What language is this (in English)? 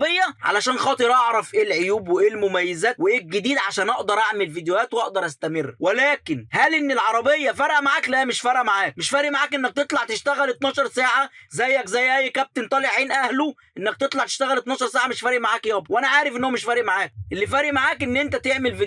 Egyptian Arabic